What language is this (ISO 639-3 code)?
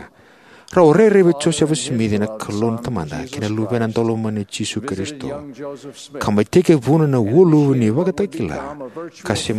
fij